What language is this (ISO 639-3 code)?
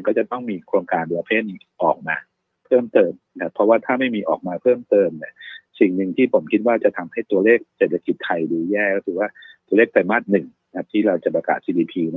tha